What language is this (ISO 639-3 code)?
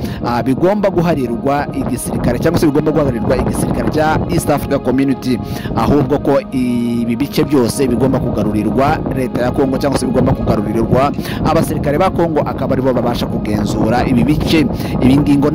kin